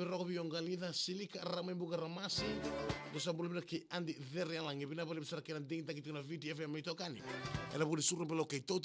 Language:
Fijian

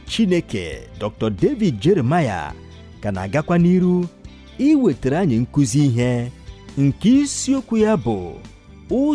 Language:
Igbo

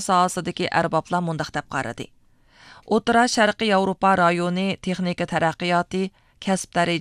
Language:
Uyghur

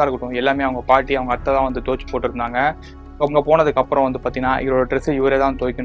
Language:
Tamil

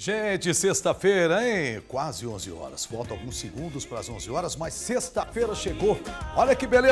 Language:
Portuguese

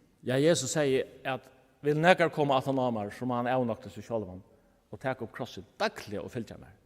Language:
Faroese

